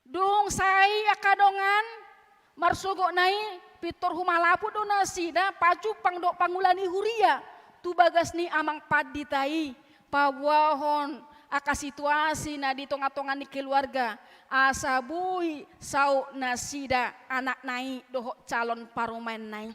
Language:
Batak Toba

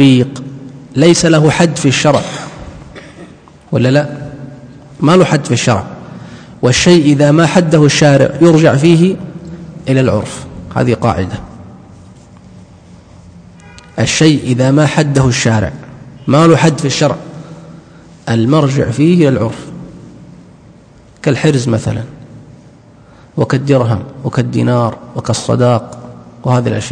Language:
Arabic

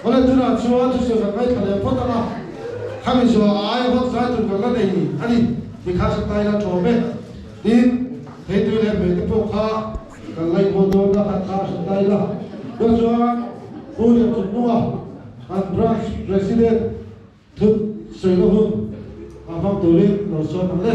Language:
Mizo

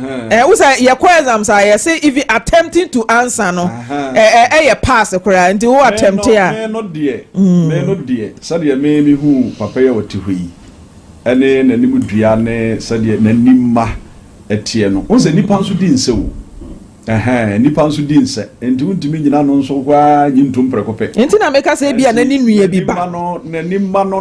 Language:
Akan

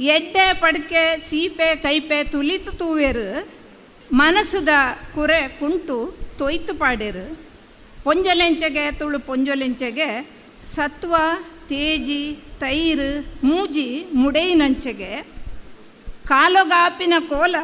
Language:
Tulu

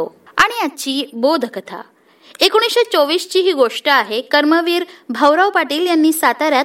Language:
Marathi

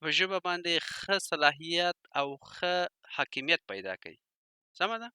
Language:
Pashto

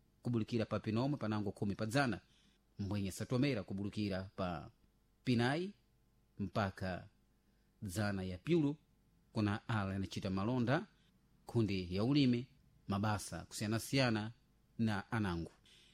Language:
Sena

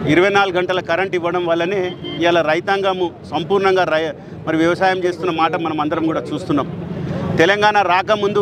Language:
Telugu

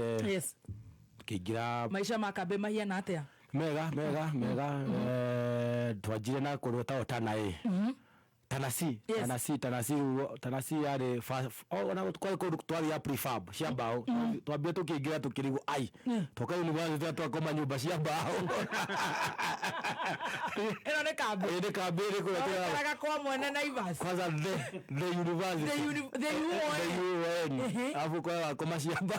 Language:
Kikuyu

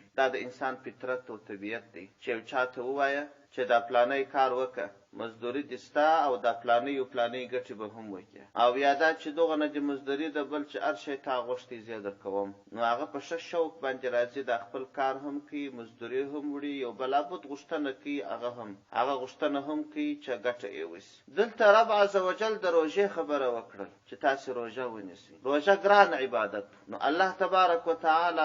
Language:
Pashto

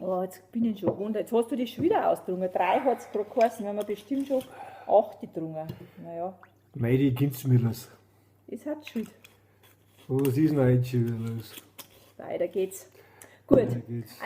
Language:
Bavarian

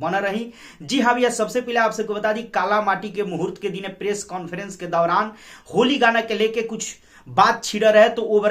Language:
Bhojpuri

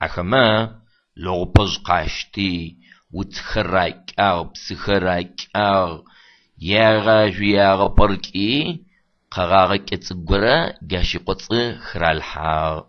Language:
Adyghe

